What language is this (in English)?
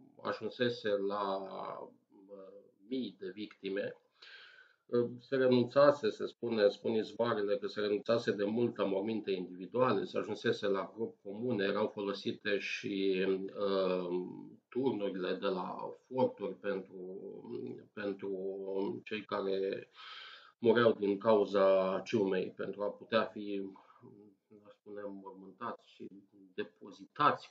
Romanian